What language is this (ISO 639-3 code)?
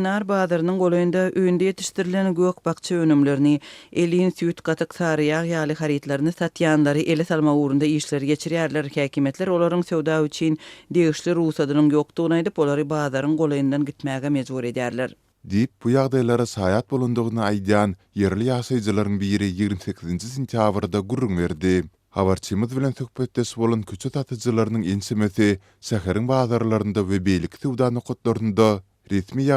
tuk